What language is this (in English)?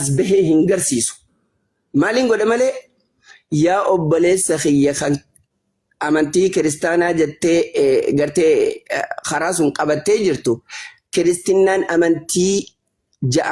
Oromo